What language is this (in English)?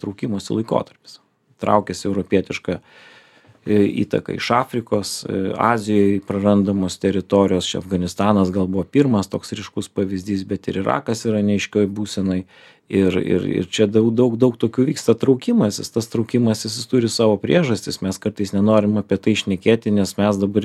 Lithuanian